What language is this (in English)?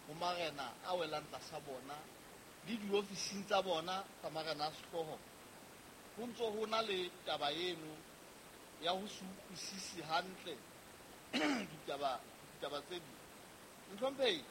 Southern Sotho